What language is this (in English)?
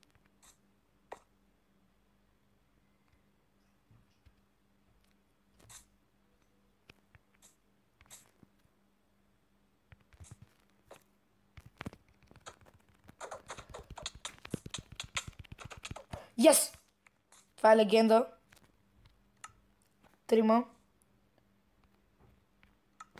Bulgarian